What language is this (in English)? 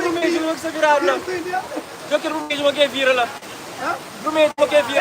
Kabuverdianu